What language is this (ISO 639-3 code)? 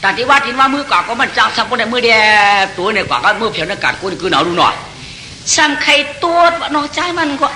shn